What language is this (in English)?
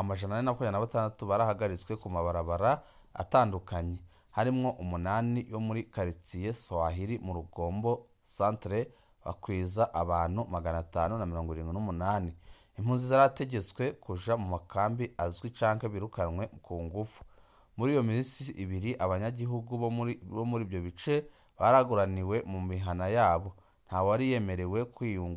Rundi